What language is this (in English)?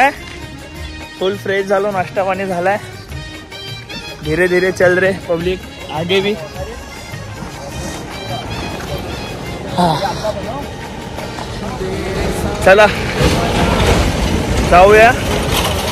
Marathi